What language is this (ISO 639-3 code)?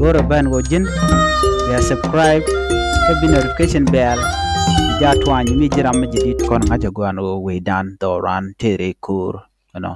nus